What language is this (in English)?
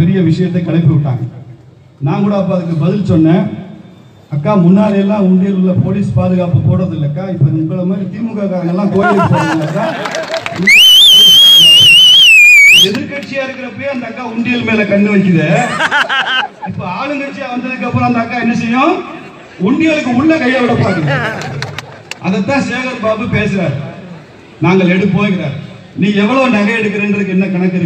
Tamil